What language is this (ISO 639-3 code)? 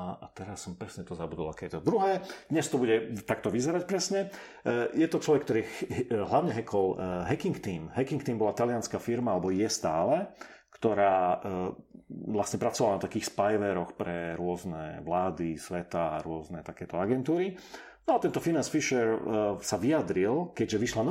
slk